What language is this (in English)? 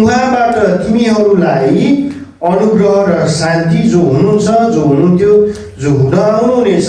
Nepali